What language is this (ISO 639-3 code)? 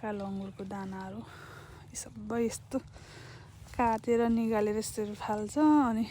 nep